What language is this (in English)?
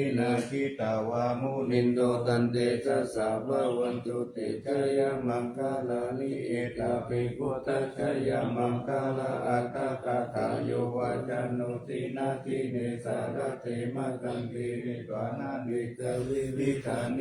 Pali